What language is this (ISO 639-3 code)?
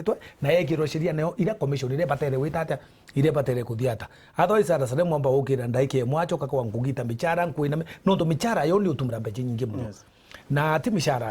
mer